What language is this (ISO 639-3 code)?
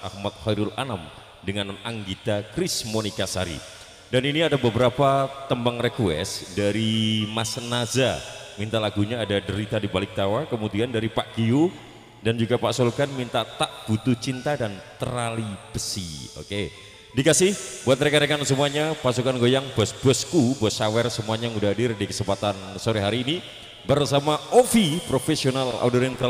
ind